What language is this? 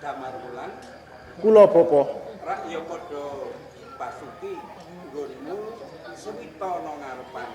Javanese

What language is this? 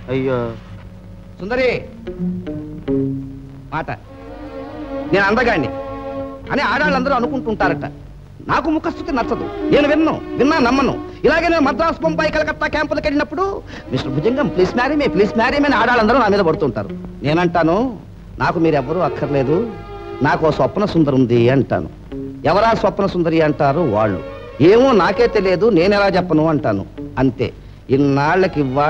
Telugu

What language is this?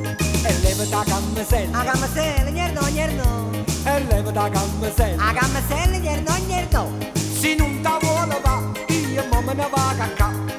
Neapolitan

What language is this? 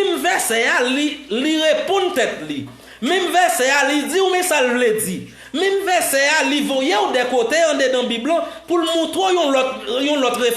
Haitian Creole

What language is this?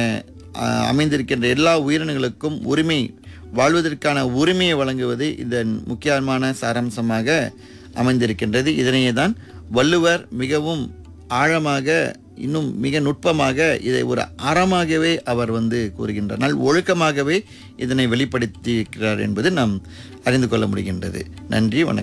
Tamil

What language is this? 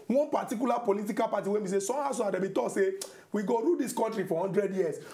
Nigerian Pidgin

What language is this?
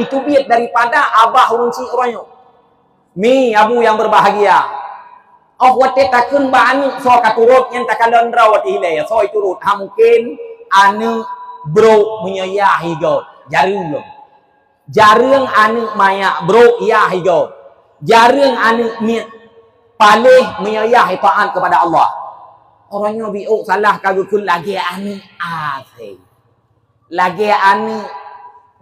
Achinese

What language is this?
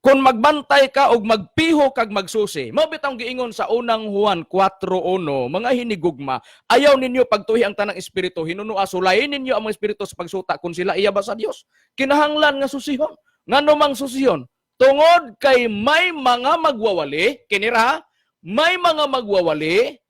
Cebuano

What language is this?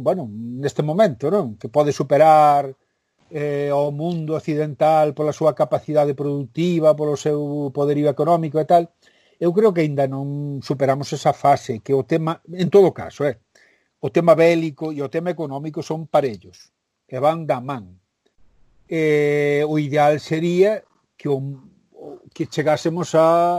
Galician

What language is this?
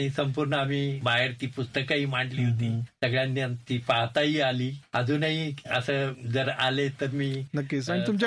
Marathi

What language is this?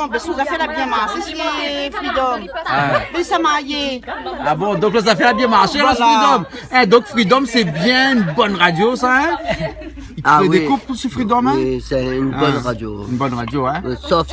Réunion Creole French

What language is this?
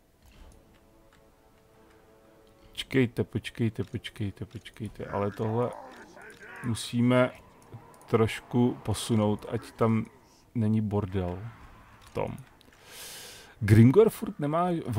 Czech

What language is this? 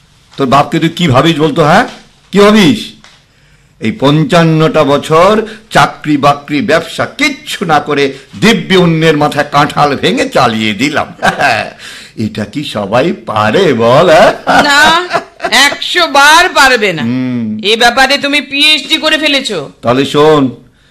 Bangla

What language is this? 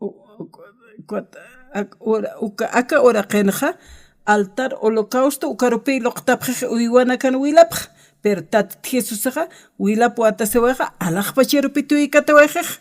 Aymara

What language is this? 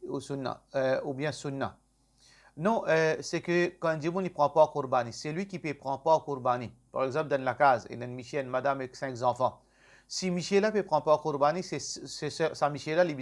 Morisyen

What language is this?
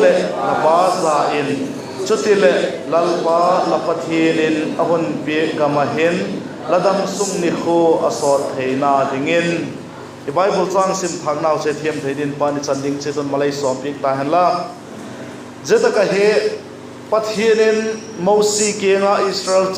Vaiphei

